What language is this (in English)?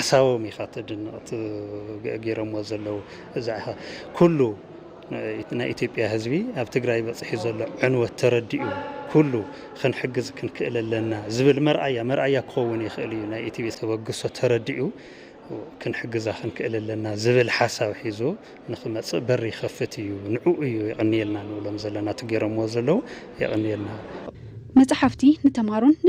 Tigrinya